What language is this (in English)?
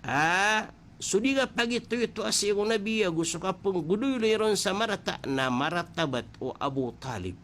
Maranao